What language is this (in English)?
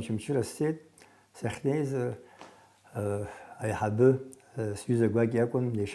Abkhazian